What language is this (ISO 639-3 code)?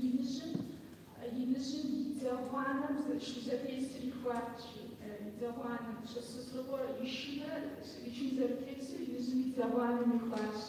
kbd